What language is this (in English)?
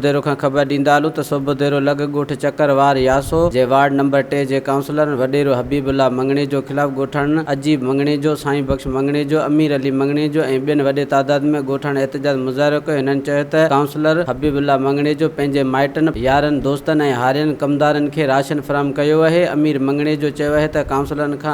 Sindhi